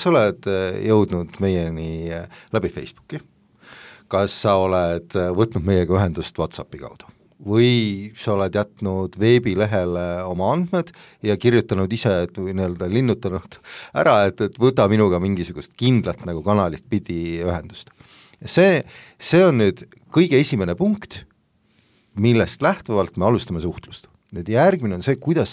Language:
Estonian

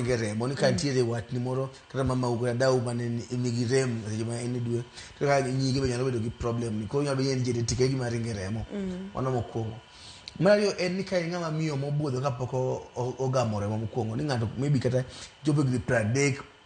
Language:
Luo (Kenya and Tanzania)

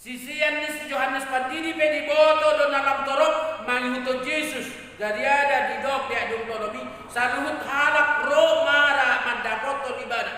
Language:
Batak Toba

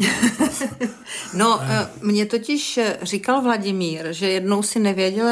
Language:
Czech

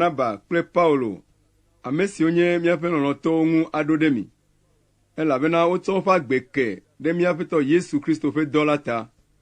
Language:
Ewe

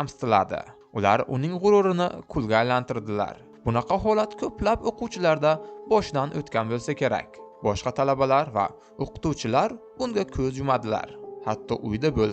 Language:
Uzbek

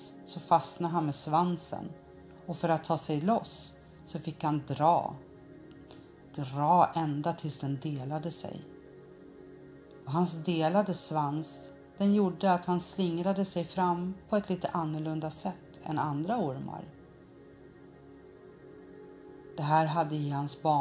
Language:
Swedish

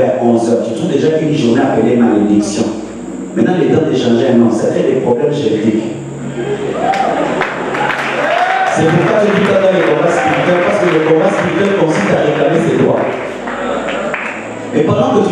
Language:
French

